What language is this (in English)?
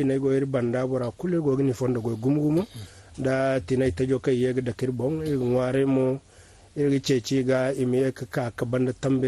Zarma